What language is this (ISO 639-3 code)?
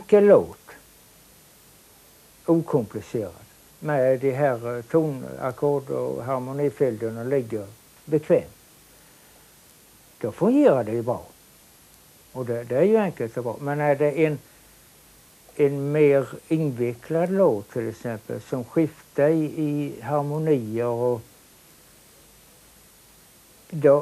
swe